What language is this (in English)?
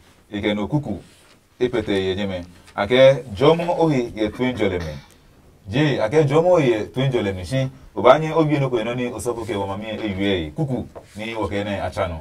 Adangme